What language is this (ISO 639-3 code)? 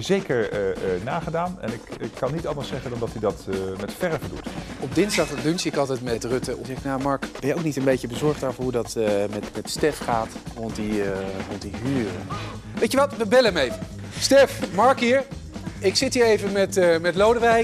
nld